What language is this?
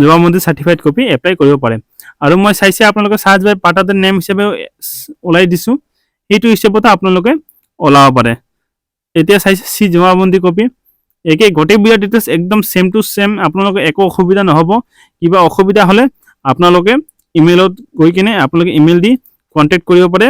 Assamese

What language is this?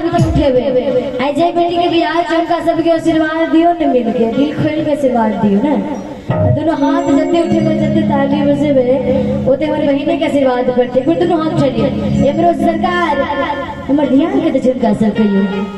Maithili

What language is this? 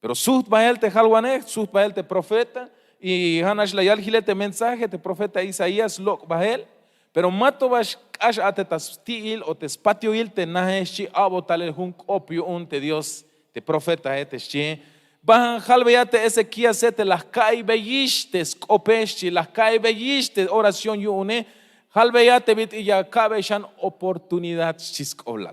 Tzeltal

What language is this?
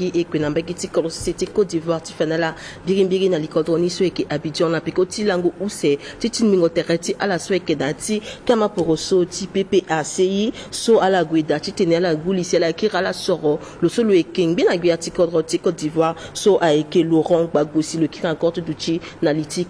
Sango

